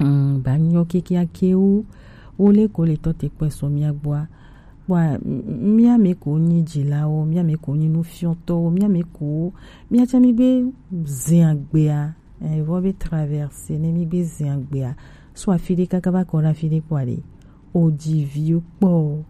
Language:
Gen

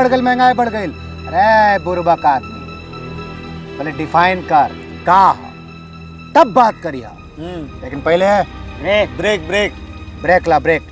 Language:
Bhojpuri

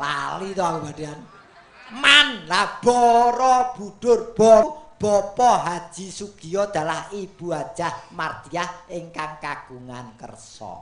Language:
Javanese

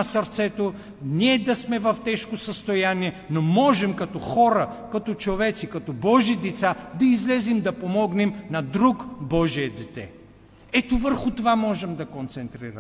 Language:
Bulgarian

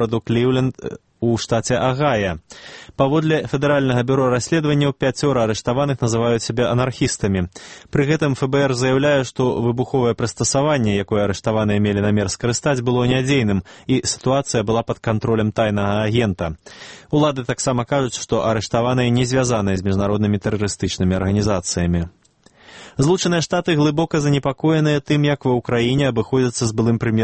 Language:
Belarusian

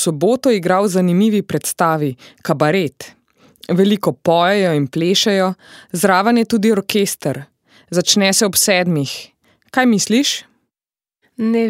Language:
Slovenian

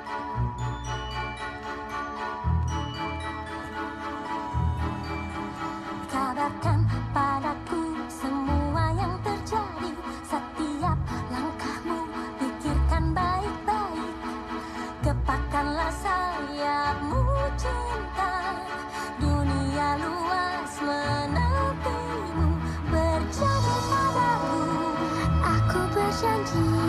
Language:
Indonesian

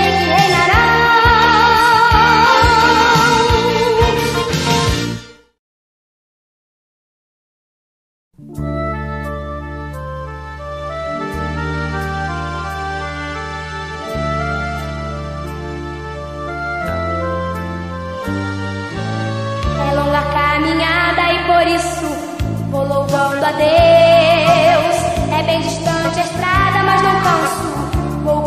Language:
Portuguese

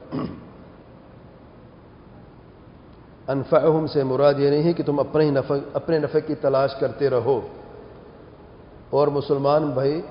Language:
Urdu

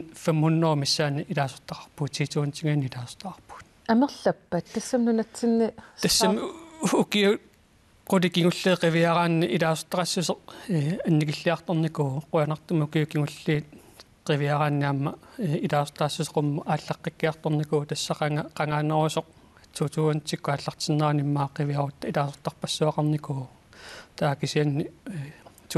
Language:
Kalaallisut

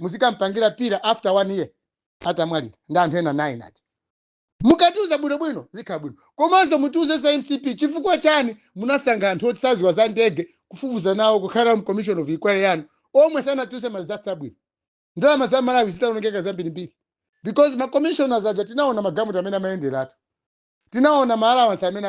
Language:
Nyanja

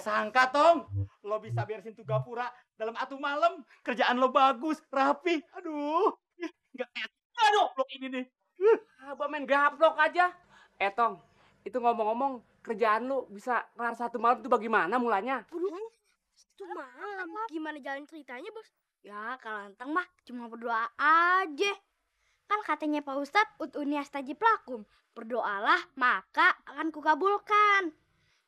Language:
Betawi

